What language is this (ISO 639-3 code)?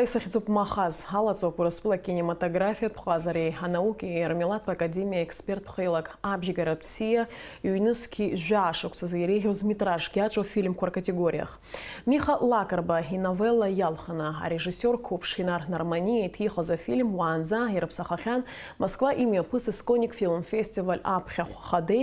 abk